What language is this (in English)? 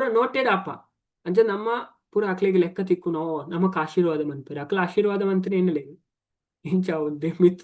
Tulu